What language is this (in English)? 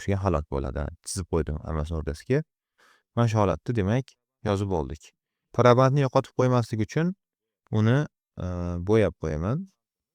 Uzbek